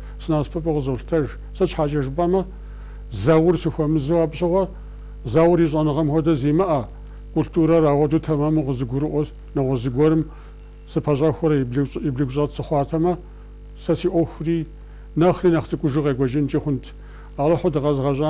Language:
Kabardian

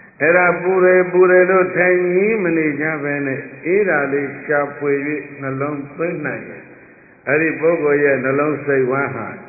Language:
Burmese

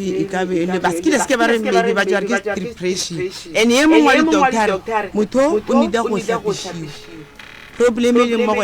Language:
Northern Sotho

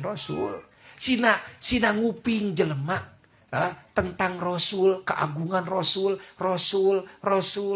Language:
Sundanese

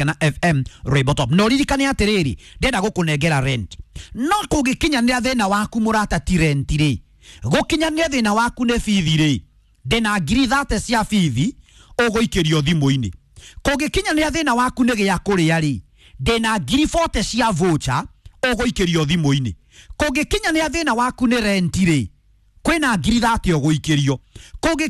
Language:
Kikuyu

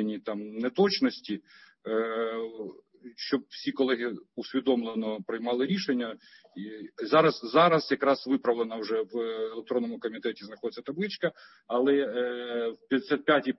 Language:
Ukrainian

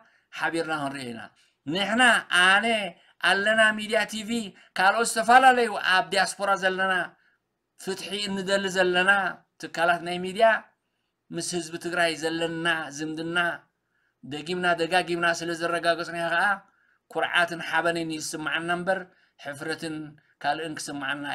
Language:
Tigrinya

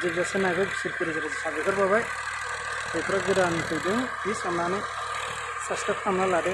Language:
Bodo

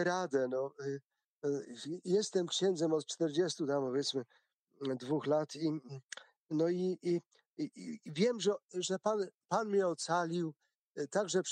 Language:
Polish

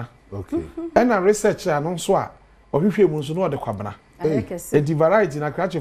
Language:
Akan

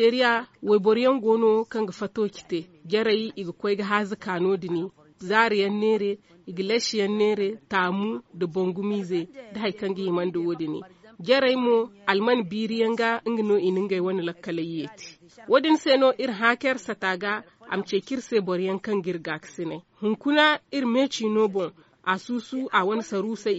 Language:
Zarma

